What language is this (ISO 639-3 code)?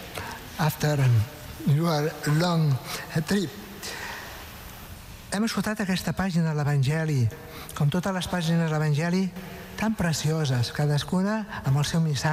cat